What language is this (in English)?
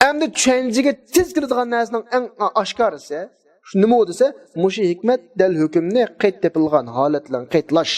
Uyghur